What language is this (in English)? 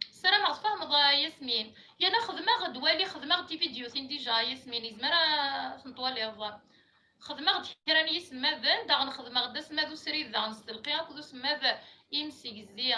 Kabyle